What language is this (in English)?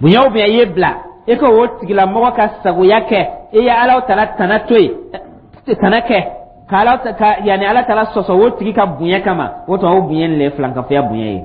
Dyula